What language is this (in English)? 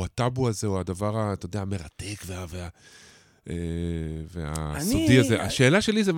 Hebrew